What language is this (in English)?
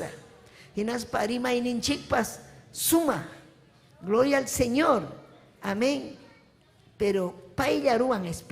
Ayacucho Quechua